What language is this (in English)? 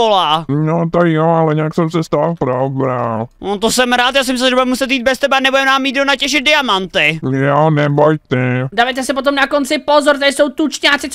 Czech